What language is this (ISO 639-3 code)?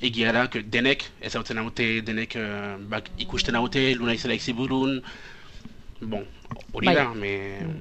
eus